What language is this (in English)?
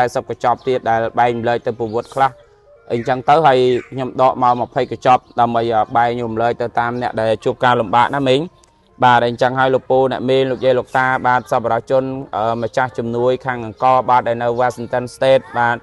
Khmer